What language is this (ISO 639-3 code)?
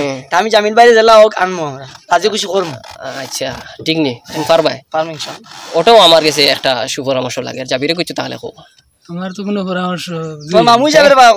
syl